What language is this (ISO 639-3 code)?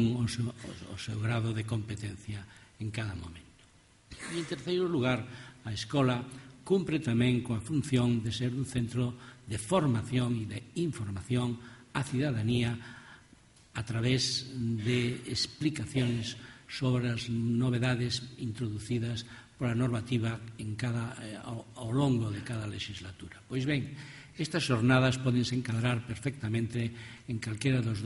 glg